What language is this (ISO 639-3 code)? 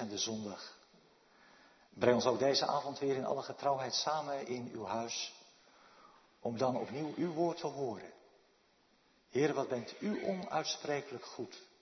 nld